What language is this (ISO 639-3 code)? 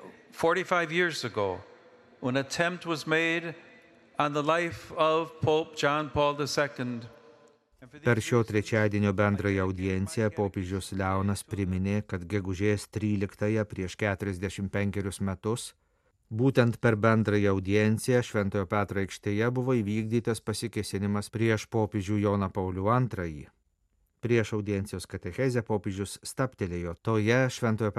lit